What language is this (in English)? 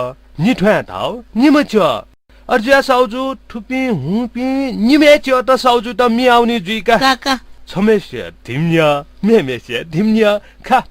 Newari